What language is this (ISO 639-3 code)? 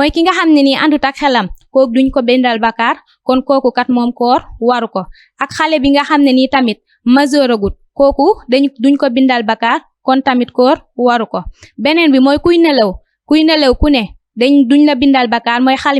wol